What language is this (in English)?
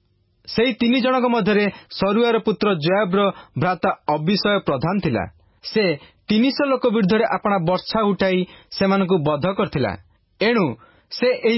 Odia